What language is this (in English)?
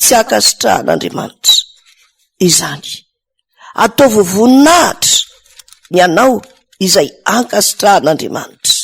Malagasy